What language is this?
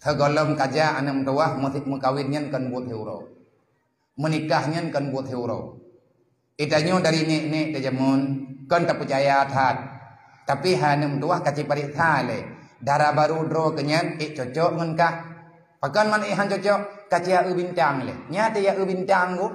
Achinese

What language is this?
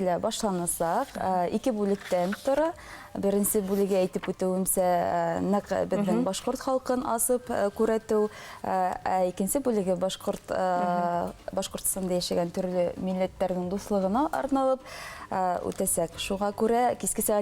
Bashkir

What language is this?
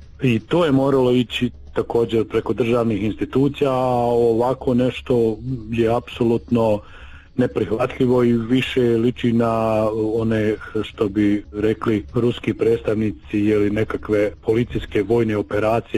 Bosnian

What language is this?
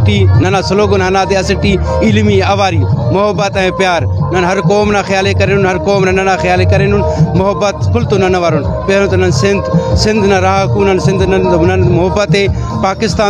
Brahui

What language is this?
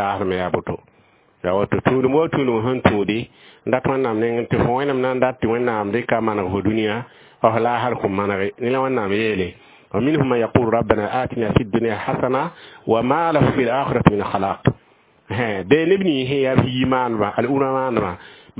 Mossi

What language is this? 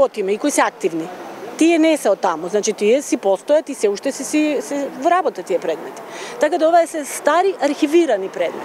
Macedonian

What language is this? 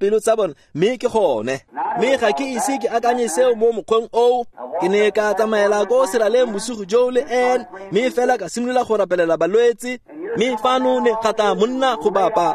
Tswana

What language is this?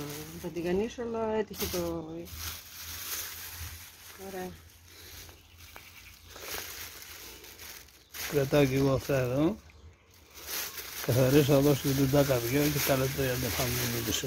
Greek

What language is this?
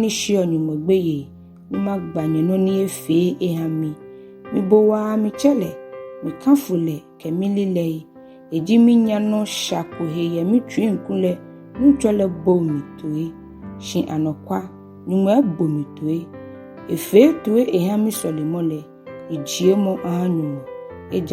Ga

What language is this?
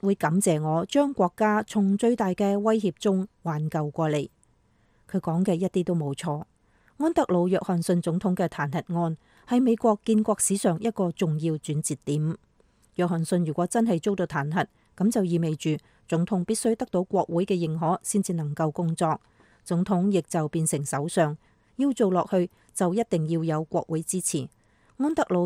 Cantonese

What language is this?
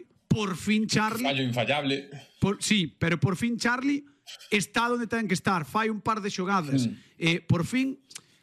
Galician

